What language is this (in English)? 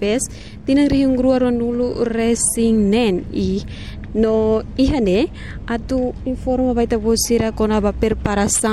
Tetum